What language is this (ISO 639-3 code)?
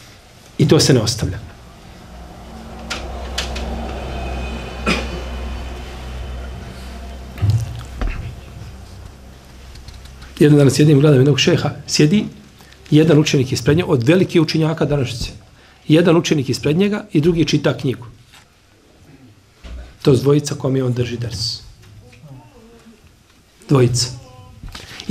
bos